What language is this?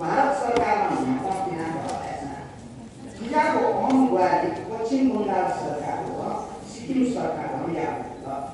Newari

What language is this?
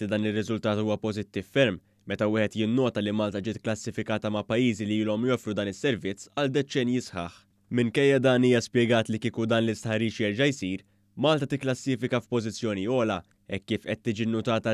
Maltese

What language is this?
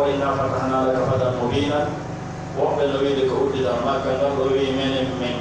Pular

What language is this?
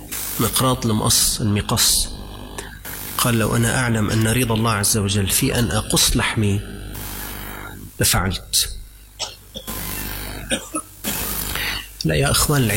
Arabic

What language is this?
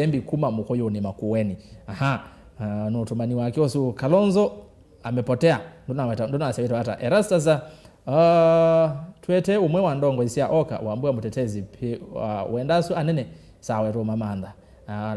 Kamba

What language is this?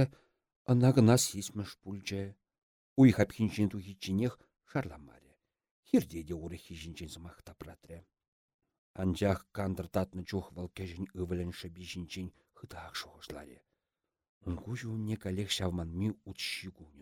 Chuvash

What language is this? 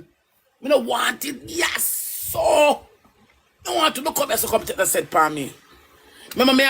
Jamaican Creole English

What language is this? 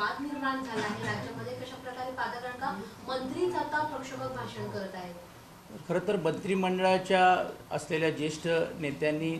Marathi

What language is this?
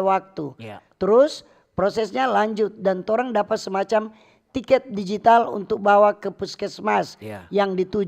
Manado Malay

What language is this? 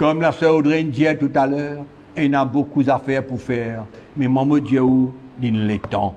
Morisyen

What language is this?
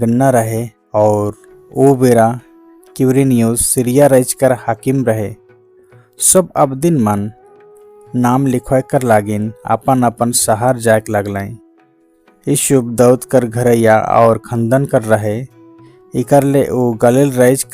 Sadri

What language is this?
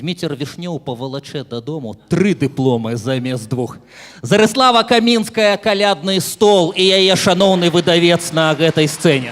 Belarusian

